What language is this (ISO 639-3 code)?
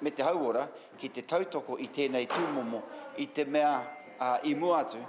mri